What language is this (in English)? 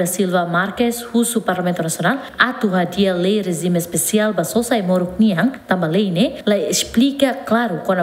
Tetum